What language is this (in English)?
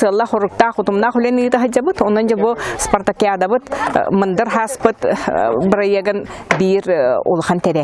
Yakut